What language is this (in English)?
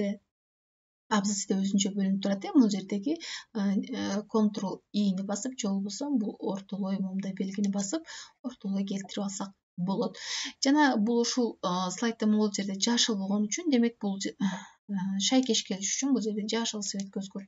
Kyrgyz